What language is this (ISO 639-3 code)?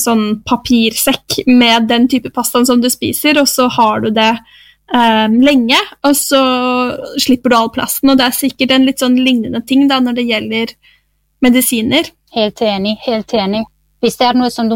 nor